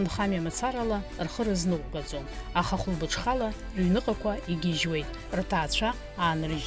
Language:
Abkhazian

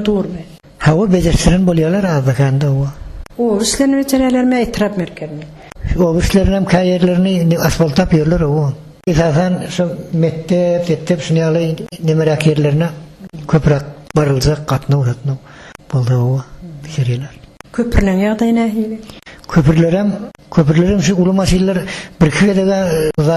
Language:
Turkmen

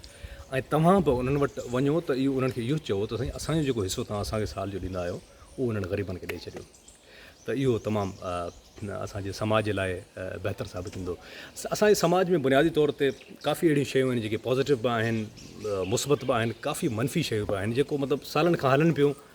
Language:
Sindhi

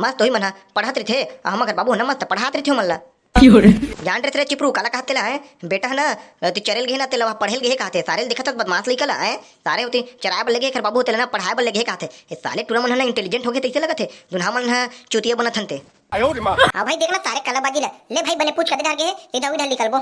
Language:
Chhattisgarhi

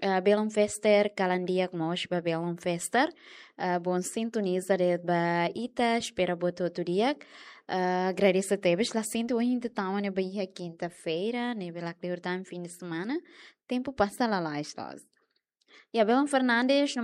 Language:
Tetum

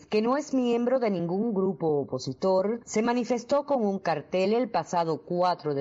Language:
Spanish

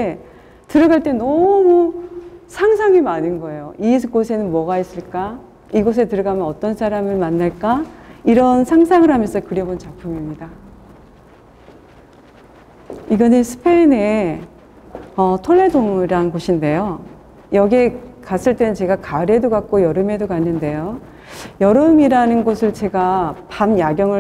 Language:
Korean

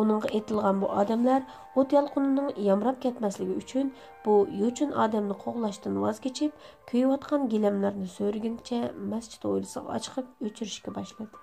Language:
Uyghur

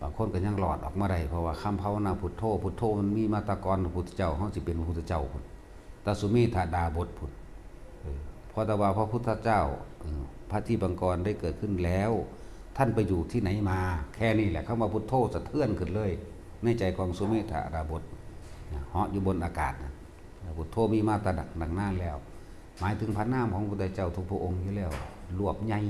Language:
Northeastern Thai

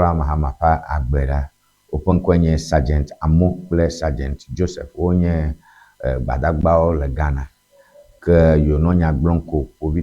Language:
Ewe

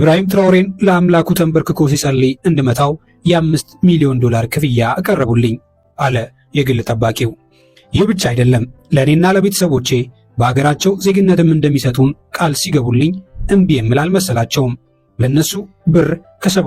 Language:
Amharic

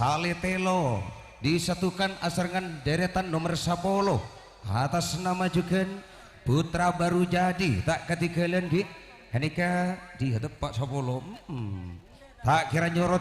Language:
Madurese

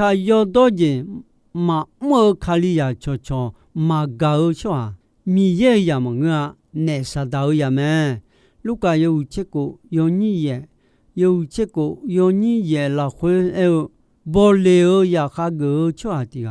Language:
Akha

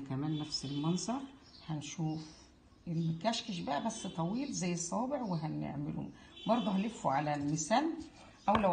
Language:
Egyptian Arabic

